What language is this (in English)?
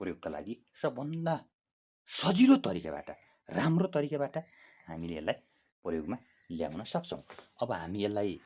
Nepali